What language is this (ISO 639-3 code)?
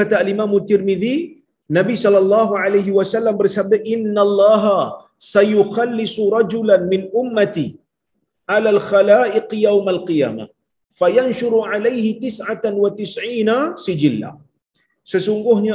msa